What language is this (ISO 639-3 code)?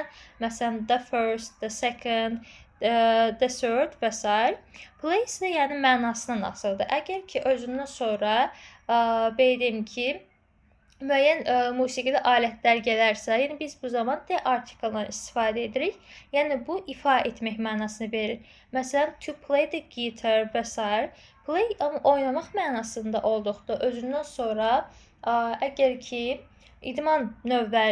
aze